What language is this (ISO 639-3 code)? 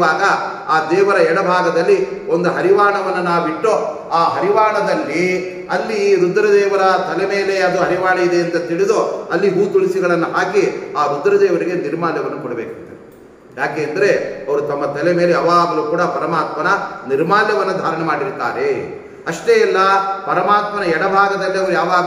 kan